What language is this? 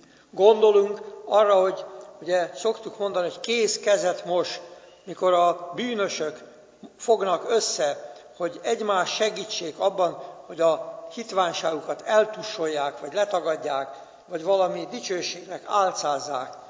Hungarian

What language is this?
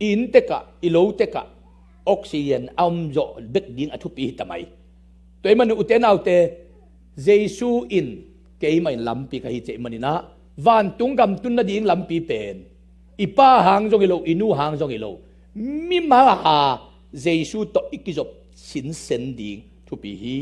Tedim Chin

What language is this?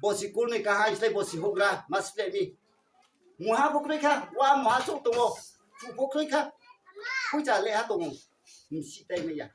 Riang (India)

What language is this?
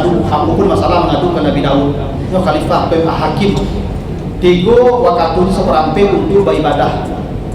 Minangkabau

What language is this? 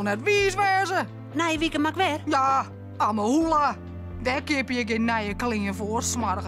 Western Frisian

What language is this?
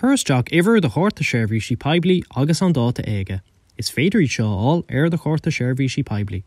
Irish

